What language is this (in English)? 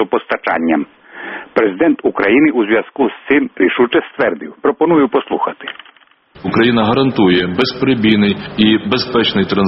Ukrainian